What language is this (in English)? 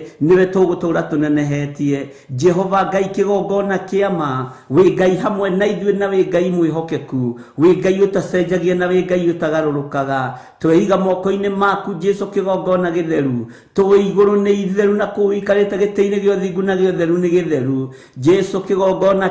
Kikuyu